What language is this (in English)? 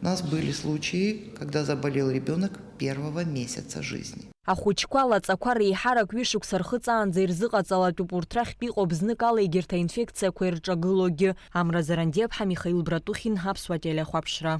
Abkhazian